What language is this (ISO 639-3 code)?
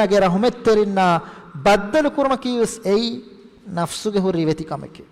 div